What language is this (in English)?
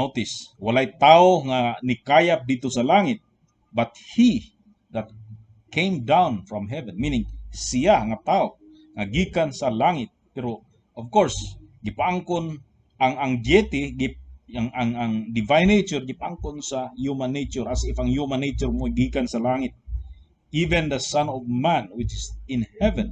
Cebuano